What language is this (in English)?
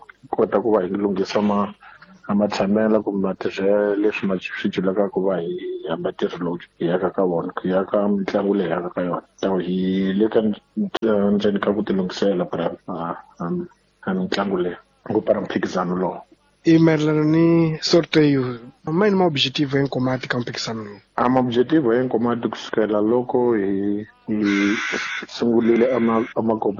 Tsonga